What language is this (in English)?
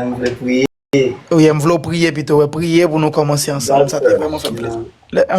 Haitian Creole